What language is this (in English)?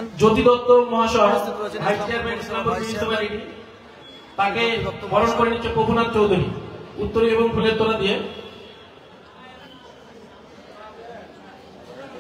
Bangla